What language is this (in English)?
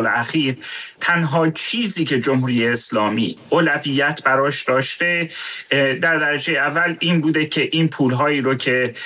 Persian